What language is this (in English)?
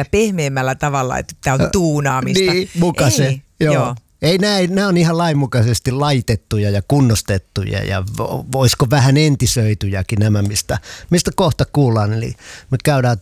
Finnish